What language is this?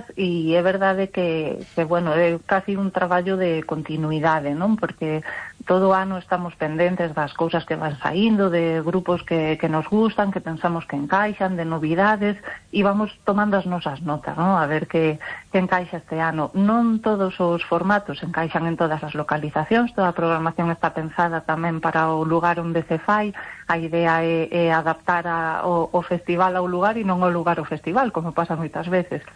Galician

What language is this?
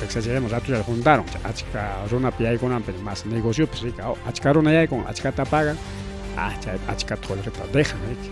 Ayacucho Quechua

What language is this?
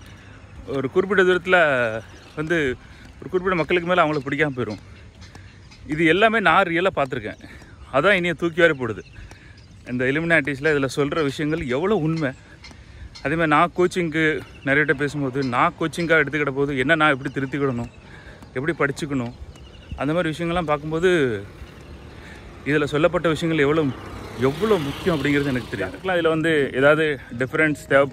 Tamil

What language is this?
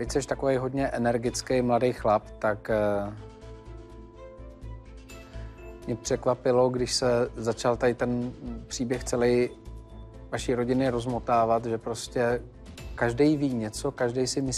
Czech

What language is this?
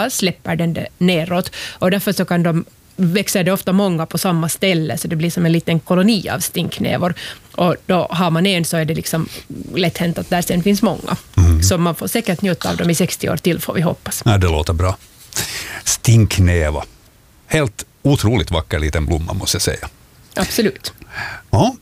Swedish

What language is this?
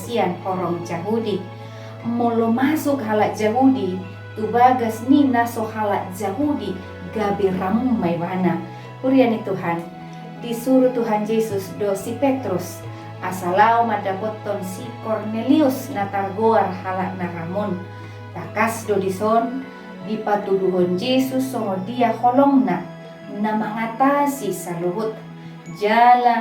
Batak Toba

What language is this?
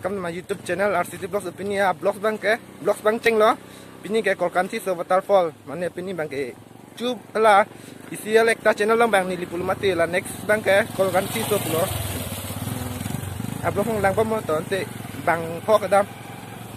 Karbi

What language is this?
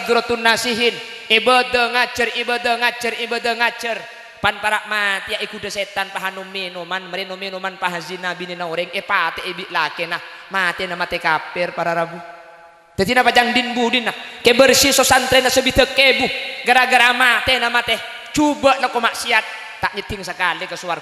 Madurese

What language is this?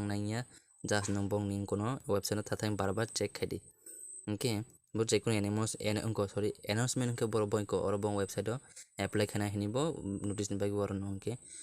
Kok Borok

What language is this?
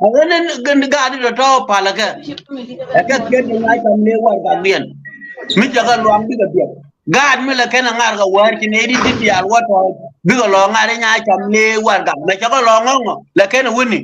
Nuer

